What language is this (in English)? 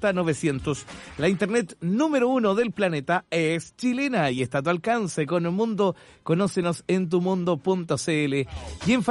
Spanish